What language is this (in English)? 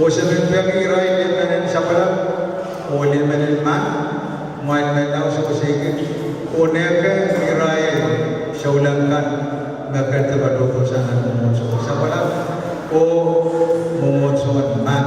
Pohnpeian